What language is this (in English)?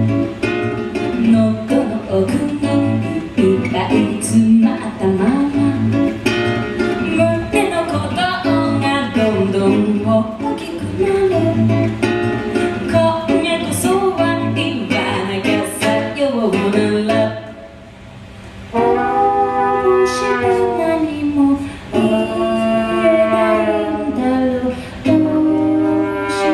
Japanese